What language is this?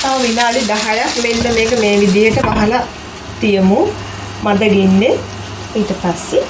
Sinhala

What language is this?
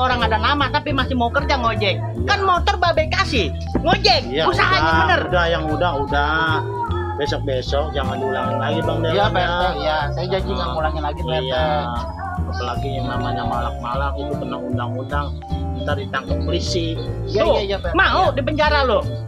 Betawi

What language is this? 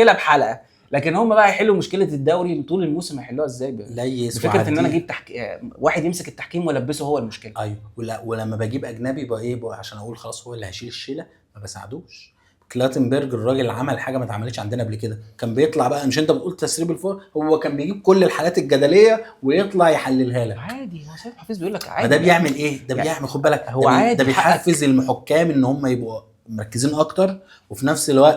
Egyptian Arabic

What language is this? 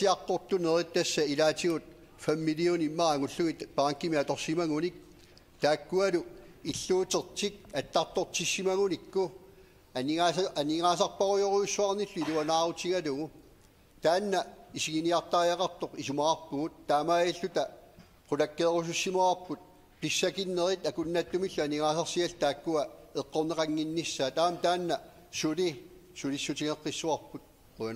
Kalaallisut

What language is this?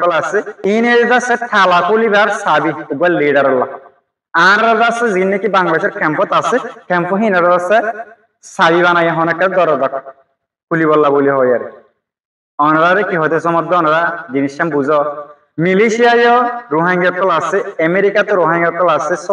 Rohingya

